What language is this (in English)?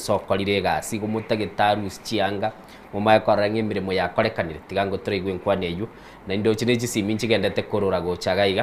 Gusii